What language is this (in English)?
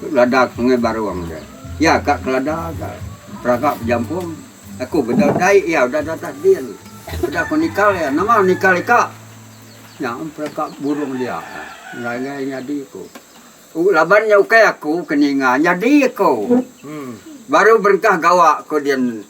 Iban